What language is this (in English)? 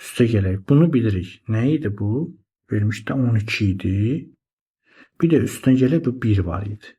Azerbaijani